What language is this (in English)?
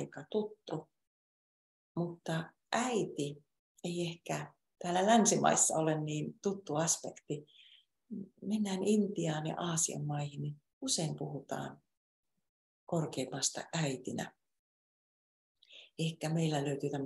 Finnish